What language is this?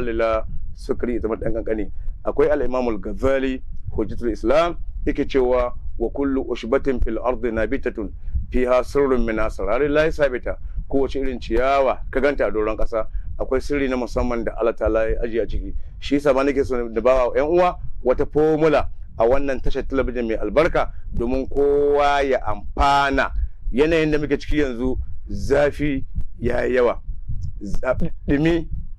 Hausa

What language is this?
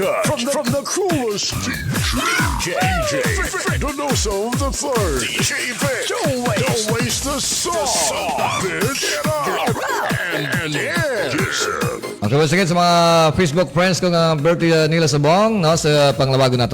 Hiligaynon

